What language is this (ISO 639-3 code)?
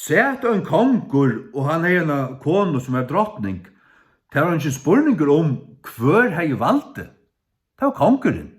fao